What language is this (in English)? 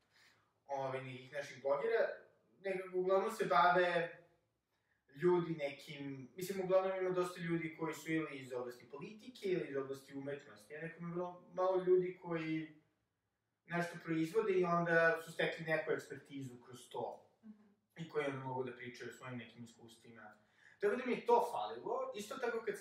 Serbian